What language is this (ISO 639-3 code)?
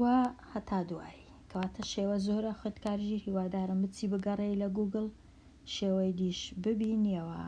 ckb